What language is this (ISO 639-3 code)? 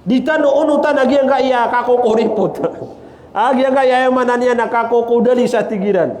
mrw